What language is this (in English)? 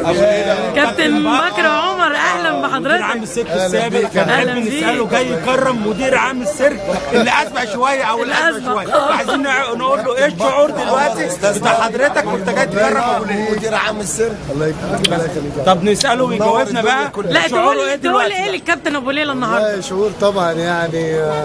Egyptian Arabic